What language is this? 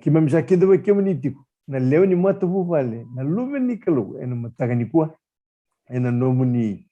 Fijian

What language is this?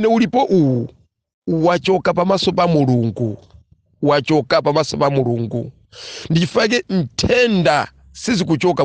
Nyanja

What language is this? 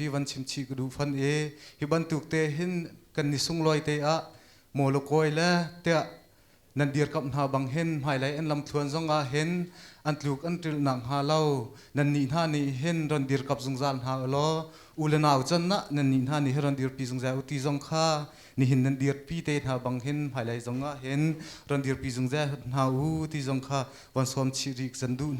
Hakha Chin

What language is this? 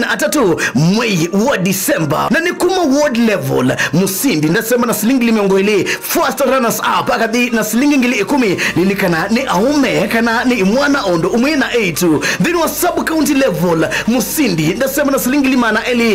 Kamba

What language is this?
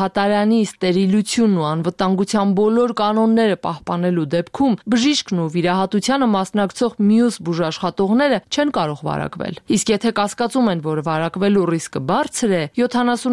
Armenian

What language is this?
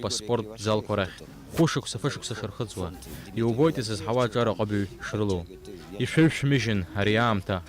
Abkhazian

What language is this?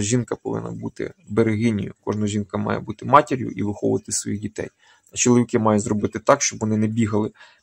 Ukrainian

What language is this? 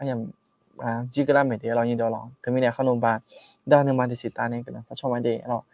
Akha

